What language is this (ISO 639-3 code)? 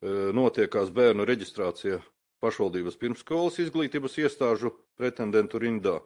lav